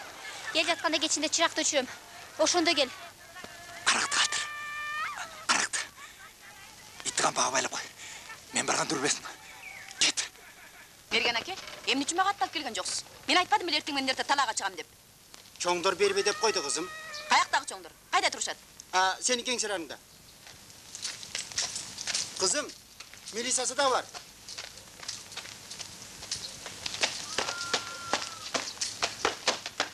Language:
Kyrgyz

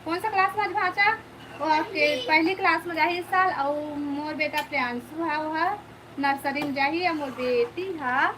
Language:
Chhattisgarhi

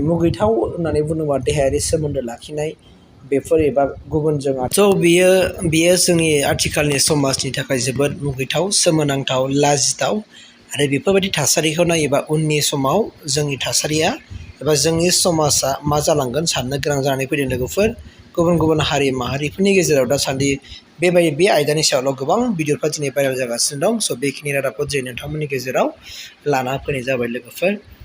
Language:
Bodo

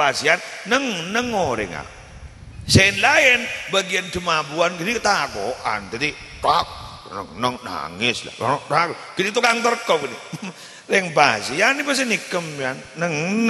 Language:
Madurese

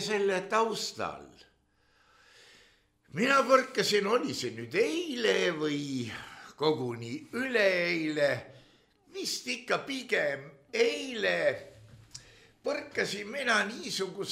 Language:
Estonian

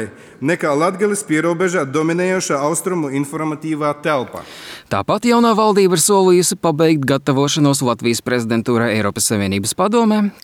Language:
Latvian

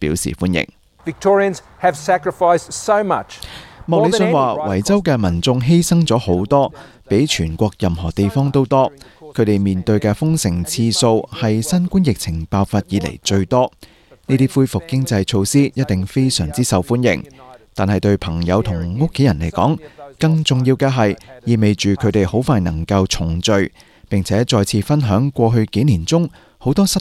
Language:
Cantonese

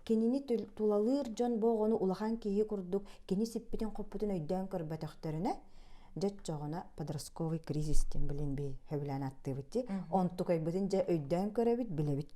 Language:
Yakut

